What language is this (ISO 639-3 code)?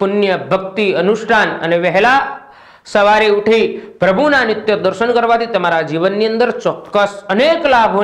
guj